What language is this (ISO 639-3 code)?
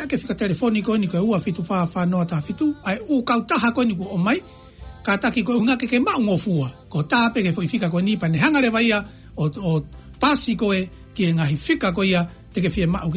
ton